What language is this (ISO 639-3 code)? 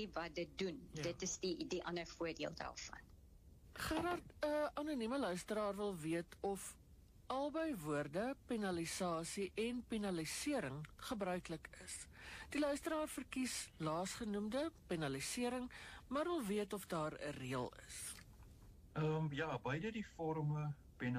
afr